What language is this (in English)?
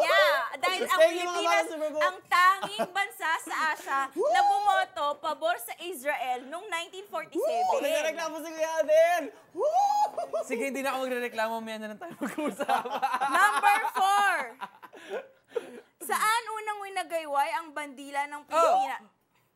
Filipino